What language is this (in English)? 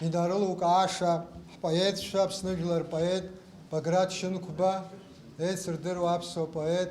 Abkhazian